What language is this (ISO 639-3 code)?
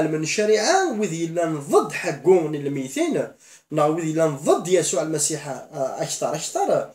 kab